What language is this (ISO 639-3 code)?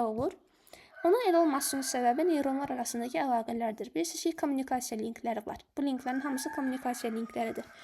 aze